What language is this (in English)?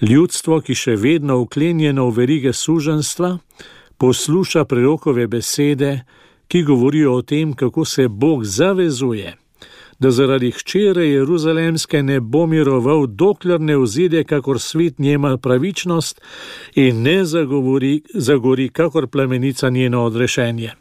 Slovenian